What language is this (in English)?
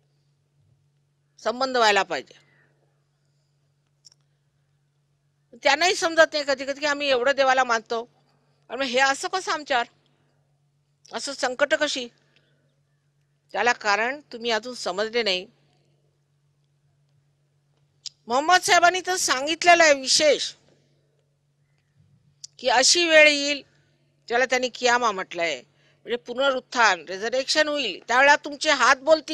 Marathi